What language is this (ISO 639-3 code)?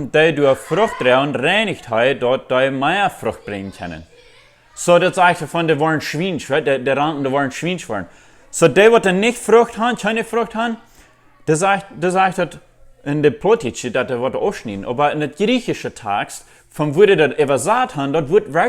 pdt